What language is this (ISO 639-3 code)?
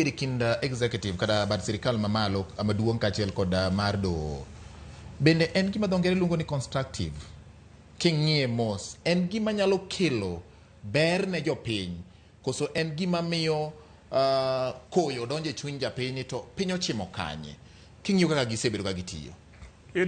luo